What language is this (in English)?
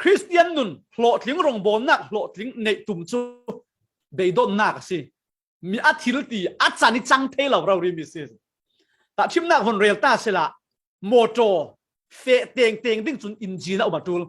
Falam Chin